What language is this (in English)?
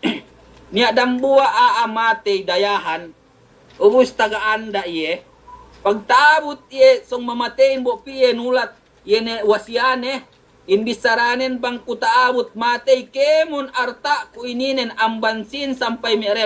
Yakan